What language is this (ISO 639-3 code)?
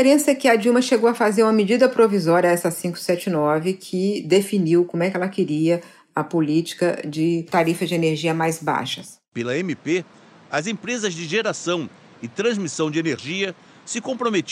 por